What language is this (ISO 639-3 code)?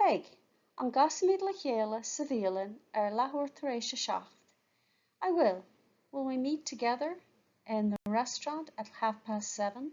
gle